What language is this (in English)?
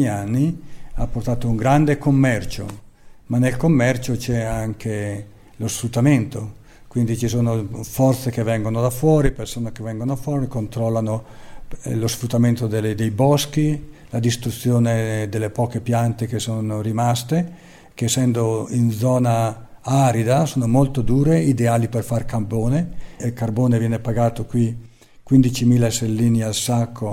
Italian